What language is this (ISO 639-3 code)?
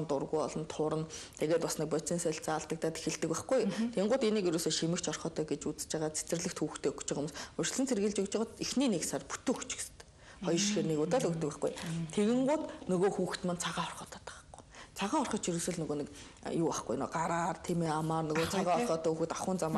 mon